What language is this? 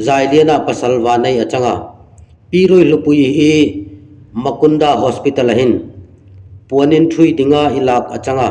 Darlong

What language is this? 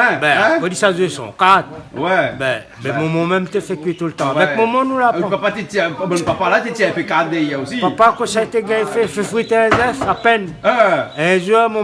Réunion Creole French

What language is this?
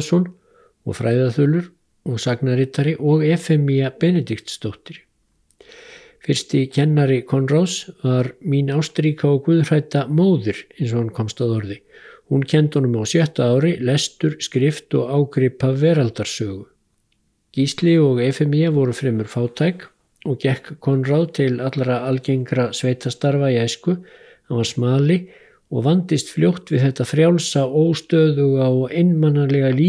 Icelandic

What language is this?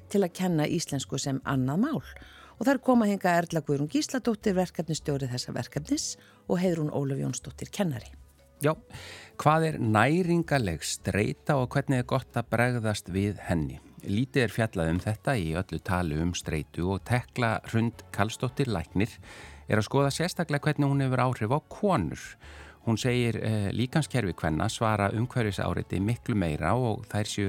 Icelandic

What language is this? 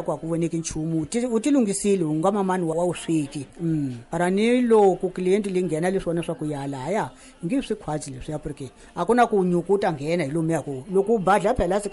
Tsonga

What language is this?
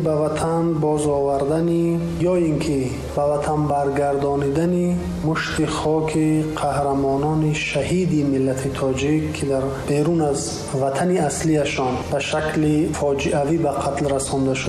Tajik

